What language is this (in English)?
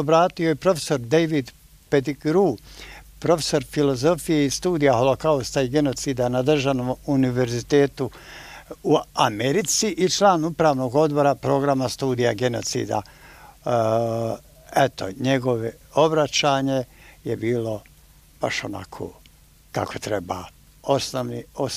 Bosnian